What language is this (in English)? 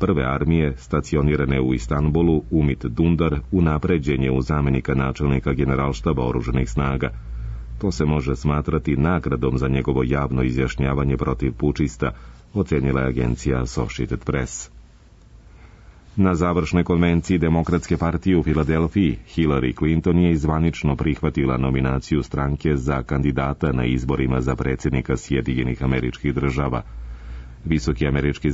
Serbian